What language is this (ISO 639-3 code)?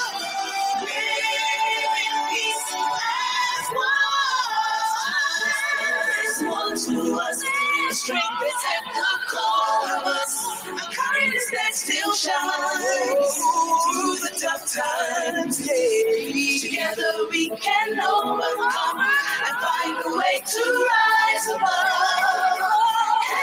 eng